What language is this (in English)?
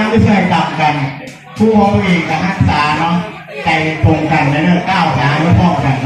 Lao